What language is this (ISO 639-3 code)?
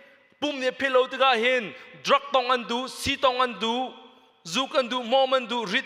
cnh